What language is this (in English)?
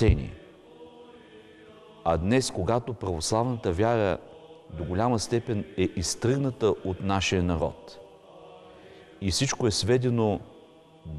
Bulgarian